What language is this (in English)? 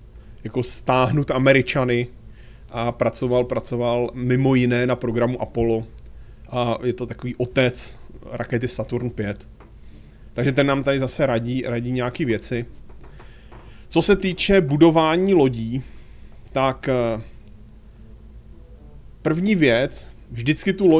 Czech